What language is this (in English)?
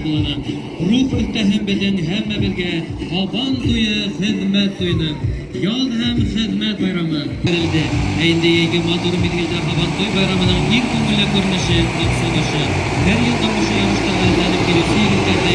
Bashkir